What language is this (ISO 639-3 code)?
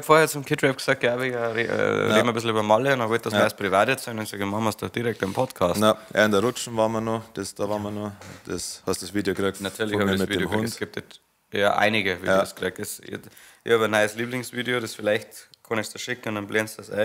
bar